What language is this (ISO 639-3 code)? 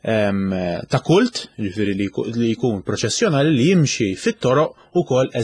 mlt